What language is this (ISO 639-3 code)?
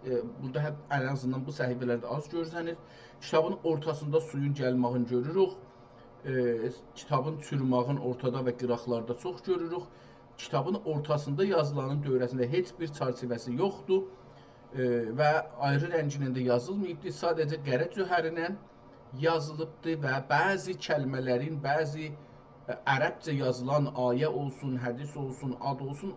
azb